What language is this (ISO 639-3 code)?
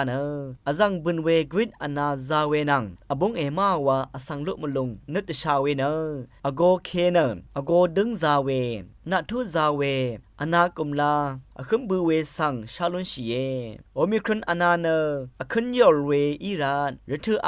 raw